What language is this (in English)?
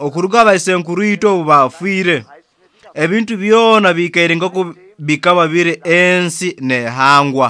Nyoro